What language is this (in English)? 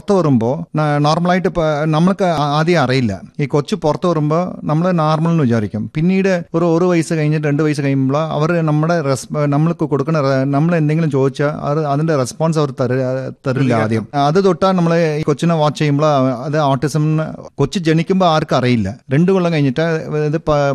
Malayalam